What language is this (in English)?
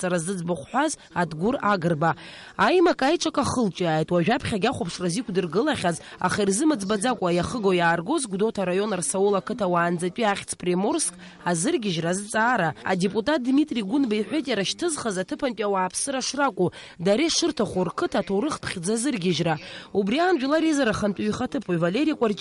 Abkhazian